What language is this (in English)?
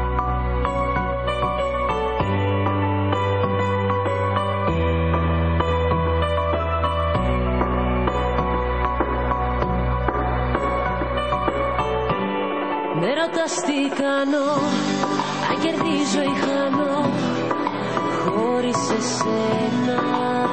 Greek